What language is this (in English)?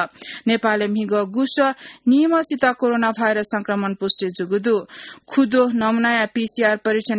Newari